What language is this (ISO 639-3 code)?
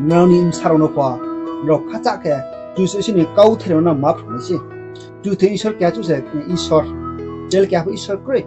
ria